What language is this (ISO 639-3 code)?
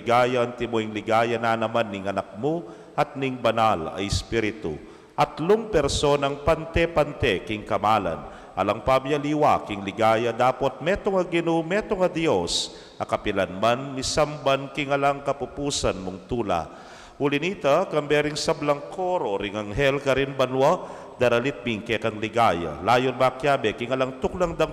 pam